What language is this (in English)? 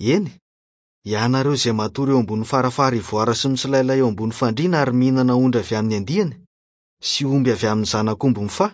Malagasy